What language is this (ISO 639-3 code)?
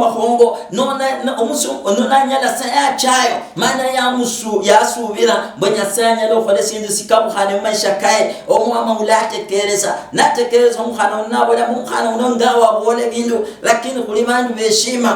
luy